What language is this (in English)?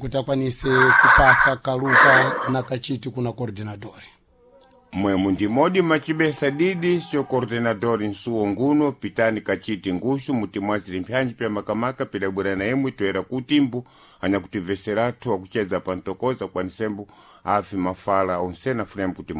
Sena